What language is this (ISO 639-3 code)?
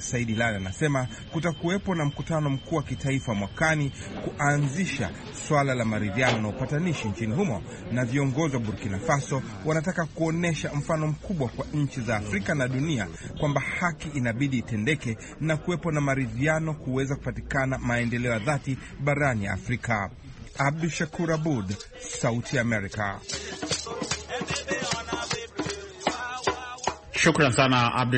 swa